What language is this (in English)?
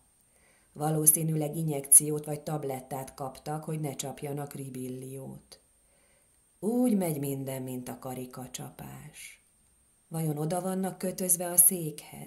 Hungarian